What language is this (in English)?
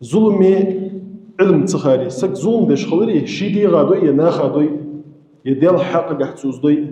Ingush